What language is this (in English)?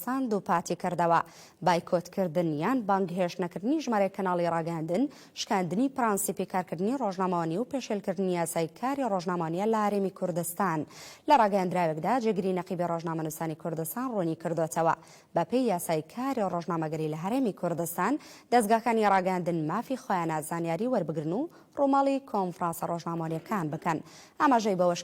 Central Kurdish